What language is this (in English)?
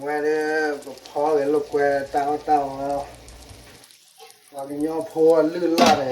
S'gaw Karen